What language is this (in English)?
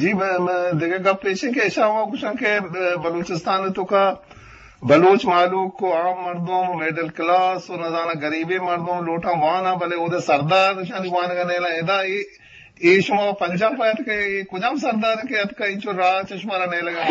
Eastern Balochi